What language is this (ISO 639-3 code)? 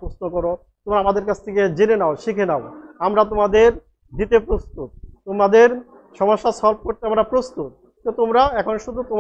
ben